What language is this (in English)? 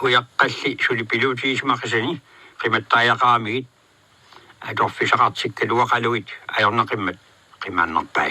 Kalaallisut